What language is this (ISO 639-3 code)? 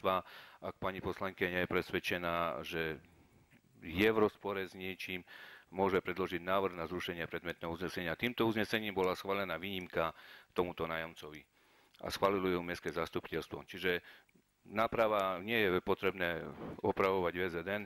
slk